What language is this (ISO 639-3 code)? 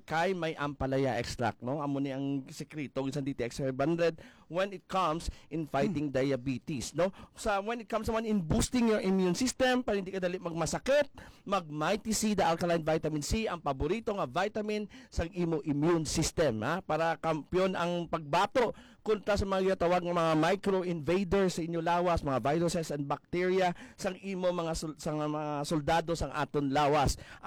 hil